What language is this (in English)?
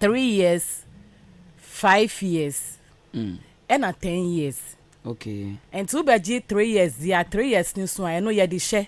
Akan